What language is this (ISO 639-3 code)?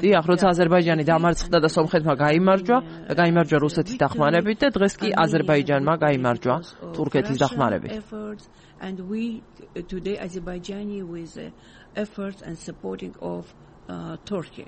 kat